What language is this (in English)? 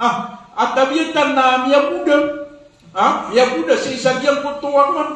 Maranao